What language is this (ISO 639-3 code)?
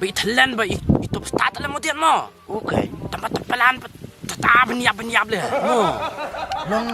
kha